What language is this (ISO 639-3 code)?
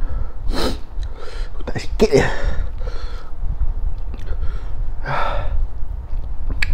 msa